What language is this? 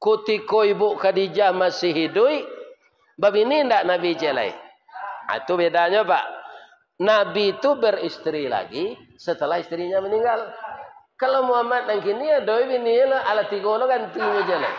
Minangkabau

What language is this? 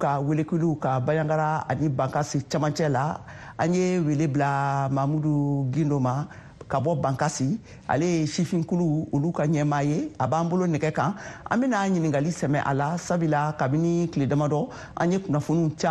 Bambara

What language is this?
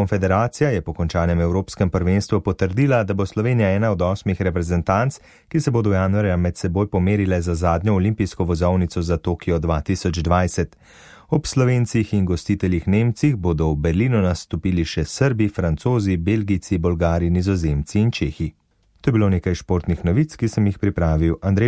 Slovenian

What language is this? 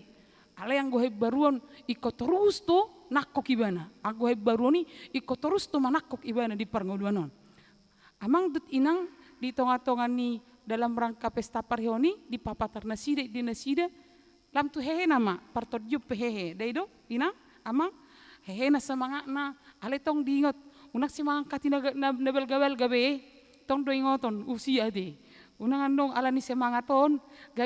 Batak Toba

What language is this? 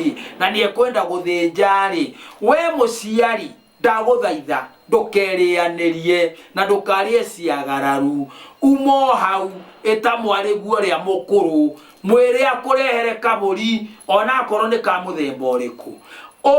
Kikuyu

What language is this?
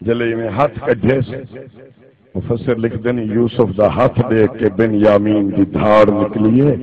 Saraiki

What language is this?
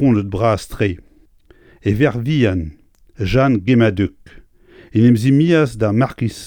Breton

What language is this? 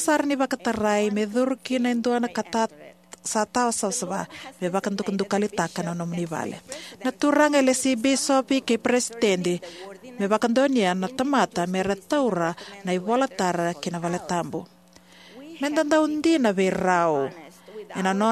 Fijian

